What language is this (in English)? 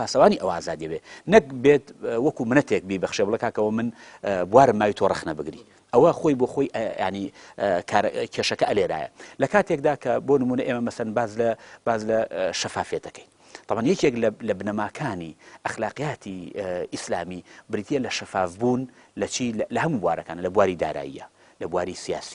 Central Kurdish